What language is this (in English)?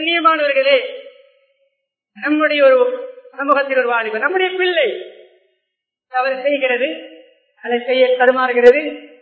Tamil